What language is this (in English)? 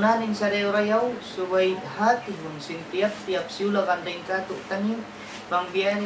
Tausug